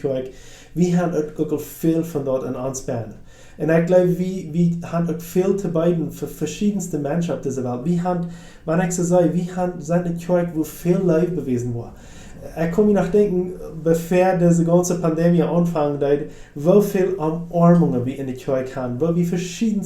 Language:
Plautdietsch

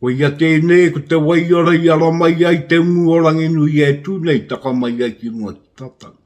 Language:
Māori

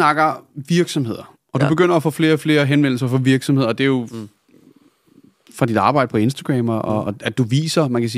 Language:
Danish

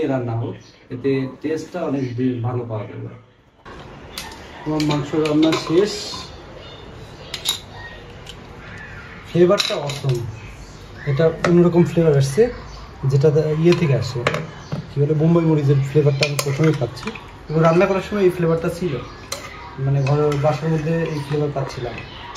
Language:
Bangla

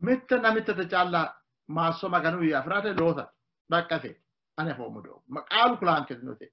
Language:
Sidamo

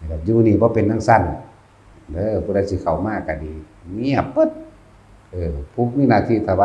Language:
Lao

